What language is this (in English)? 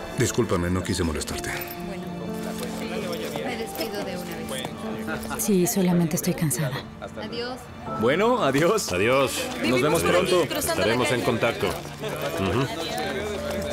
Spanish